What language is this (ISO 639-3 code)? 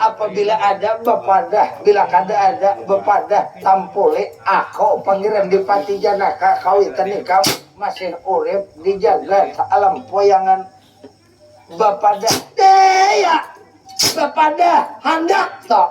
bjn